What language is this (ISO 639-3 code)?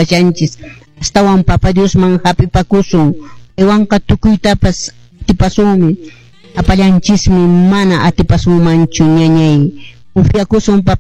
que